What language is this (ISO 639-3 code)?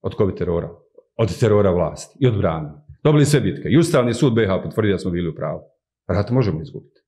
bos